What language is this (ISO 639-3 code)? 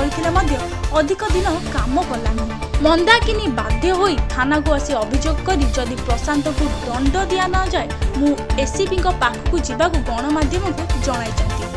ori